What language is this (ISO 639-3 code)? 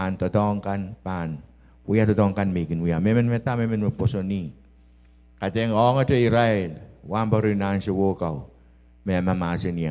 pon